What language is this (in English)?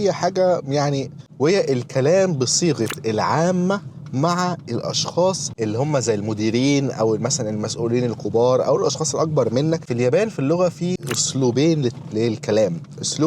Egyptian Arabic